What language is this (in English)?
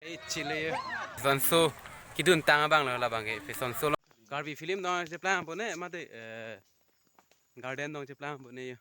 Karbi